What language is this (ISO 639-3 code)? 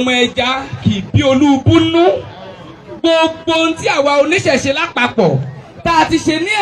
yor